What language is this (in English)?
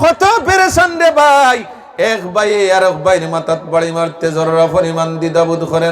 Sylheti